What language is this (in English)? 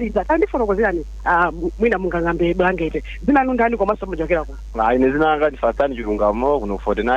Nyanja